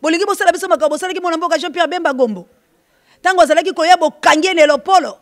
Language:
Lingala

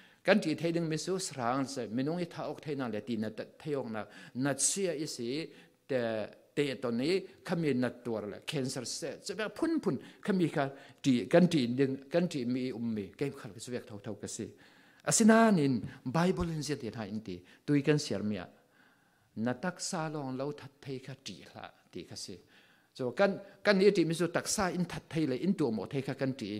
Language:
Falam Chin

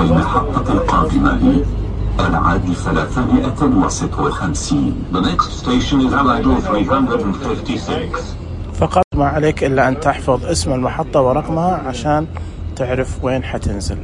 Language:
Najdi Arabic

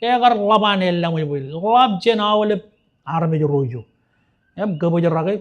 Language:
Marshallese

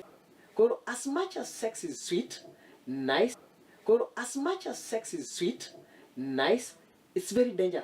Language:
Luo (Kenya and Tanzania)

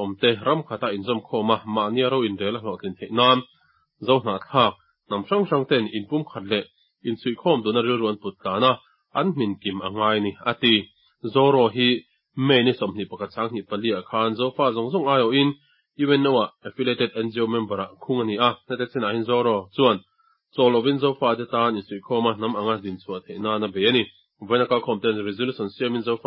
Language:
Mizo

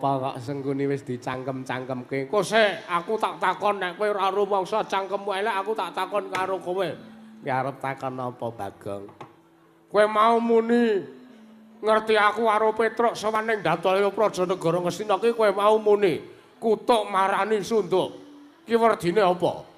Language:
Javanese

